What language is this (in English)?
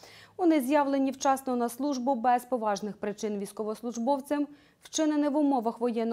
Ukrainian